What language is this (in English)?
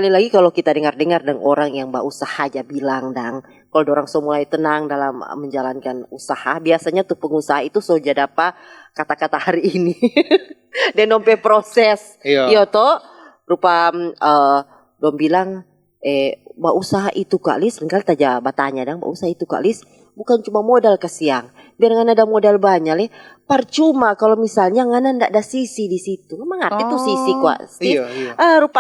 Manado Malay